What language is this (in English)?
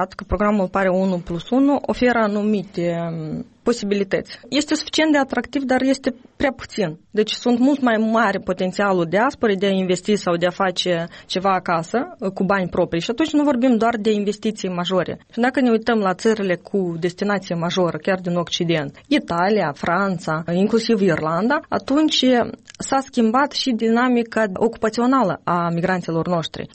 Romanian